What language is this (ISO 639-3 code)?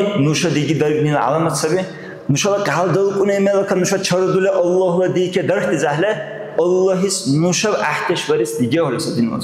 dar